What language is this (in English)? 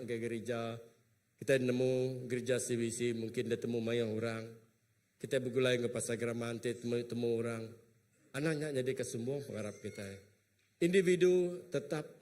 Iban